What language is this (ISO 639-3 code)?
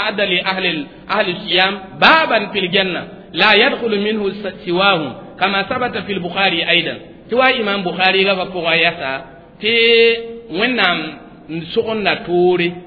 mos